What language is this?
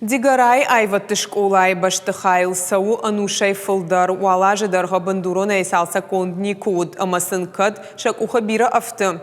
Ossetic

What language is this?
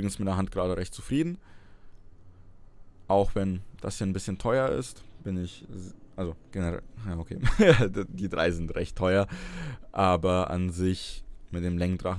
German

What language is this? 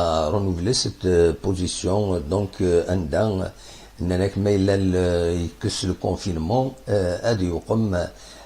Kabyle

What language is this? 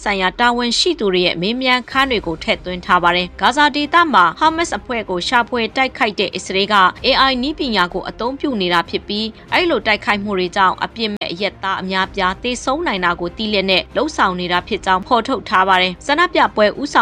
Burmese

